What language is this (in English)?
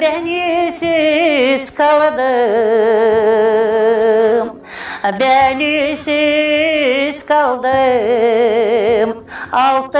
Gagauz